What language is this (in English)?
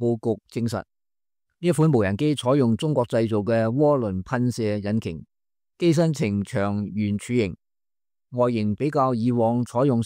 Cantonese